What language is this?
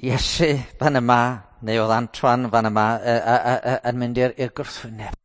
Welsh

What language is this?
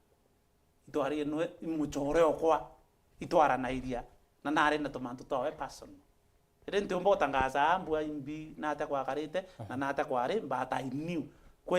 Meru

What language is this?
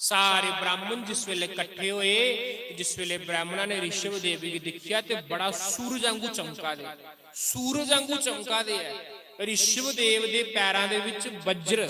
Dogri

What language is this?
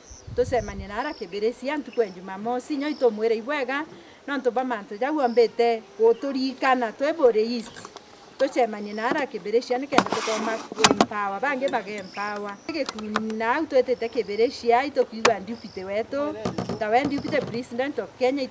Meru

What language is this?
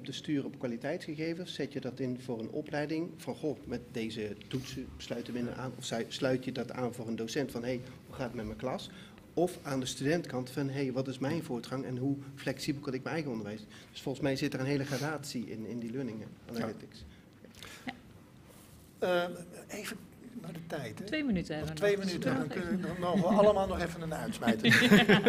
Dutch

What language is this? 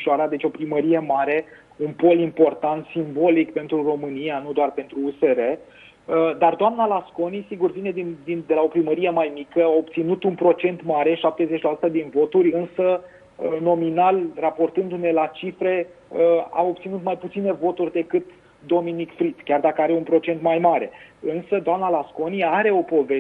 Romanian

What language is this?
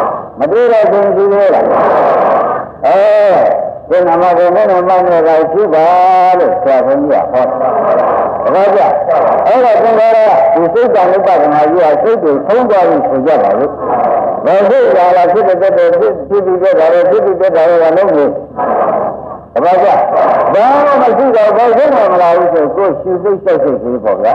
Burmese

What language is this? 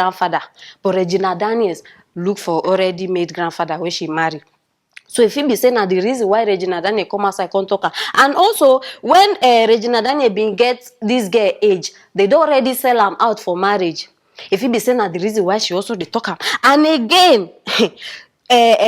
Nigerian Pidgin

